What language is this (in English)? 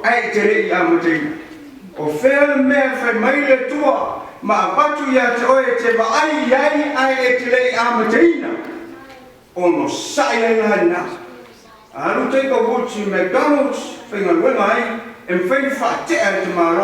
Samoan